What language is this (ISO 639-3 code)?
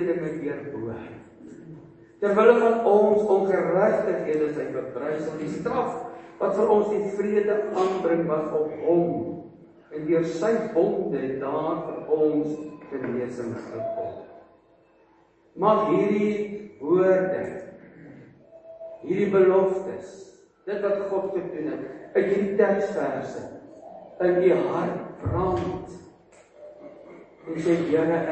afr